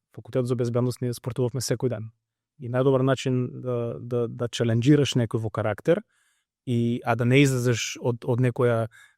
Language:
Macedonian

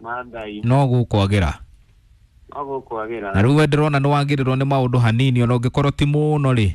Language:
Kikuyu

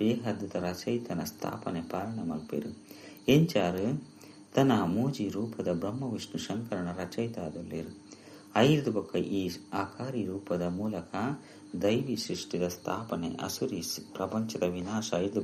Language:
Tulu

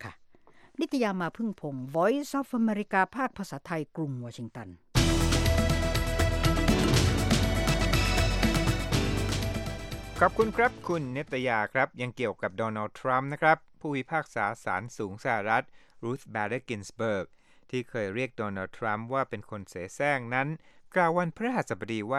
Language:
Thai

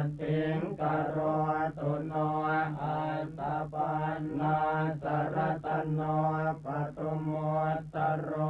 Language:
Pali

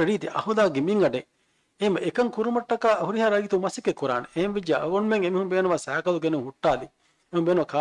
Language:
Divehi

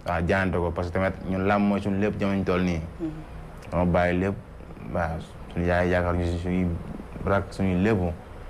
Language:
Wolof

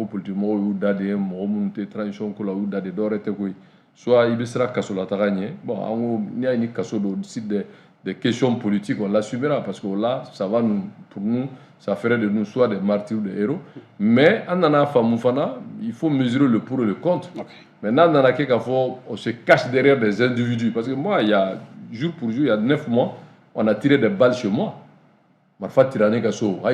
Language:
Bambara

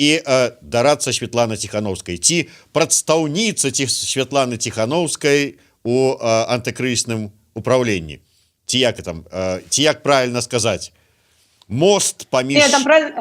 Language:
Belarusian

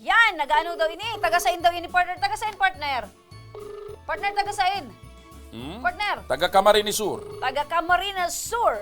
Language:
Bikol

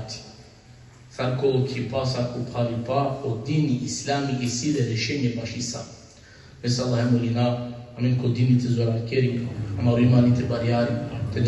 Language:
Balkan Romani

